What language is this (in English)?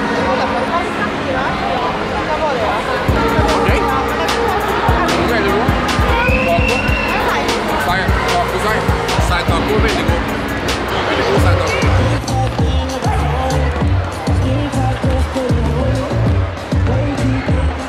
Norwegian